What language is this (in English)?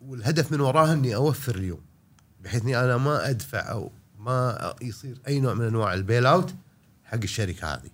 Gulf Arabic